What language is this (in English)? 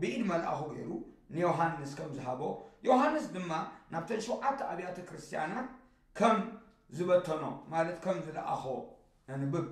Tigrinya